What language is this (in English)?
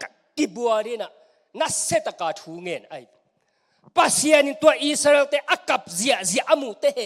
Tedim Chin